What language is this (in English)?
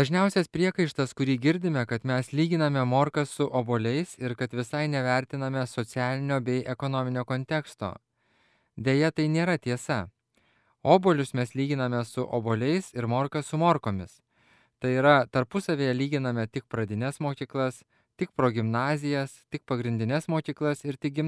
Lithuanian